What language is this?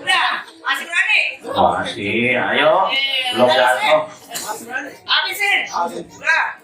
Betawi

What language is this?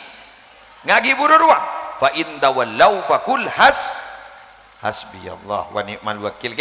Madurese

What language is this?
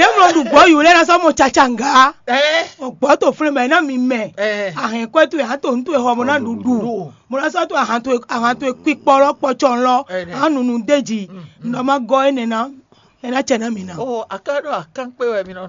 Fon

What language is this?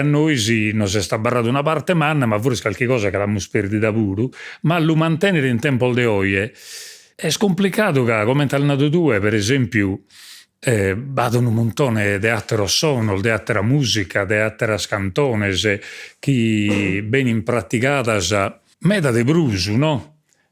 Sardinian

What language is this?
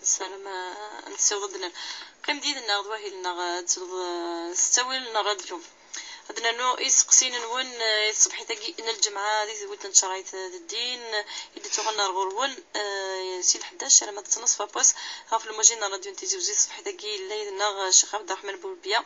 Kabyle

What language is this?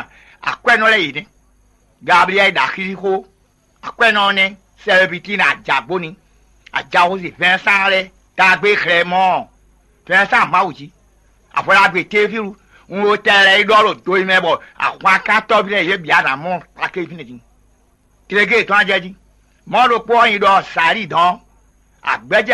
Fon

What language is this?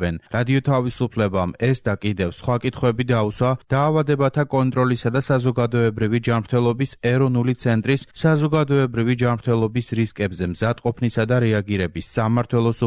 Georgian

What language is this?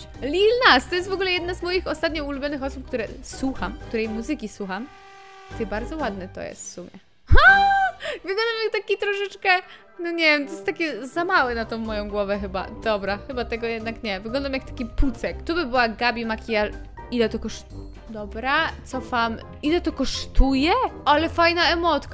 Polish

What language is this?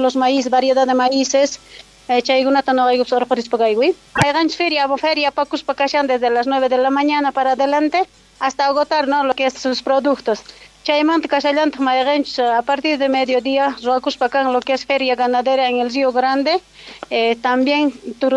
South Bolivian Quechua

